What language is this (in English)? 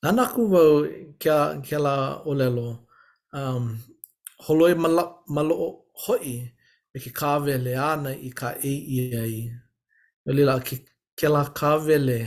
Hawaiian